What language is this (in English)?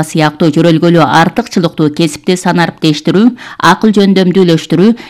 Kyrgyz